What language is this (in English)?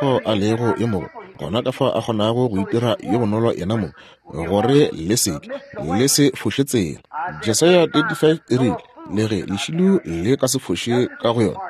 Northern Sotho